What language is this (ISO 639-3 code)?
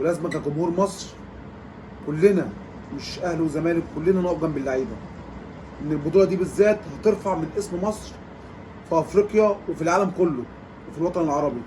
arz